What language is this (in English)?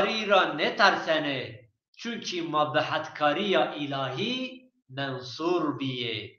Zaza